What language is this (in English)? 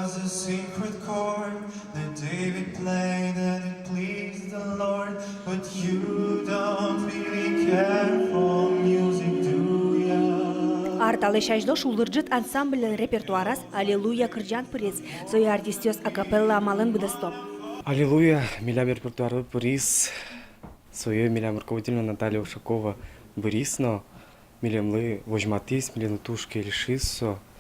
Udmurt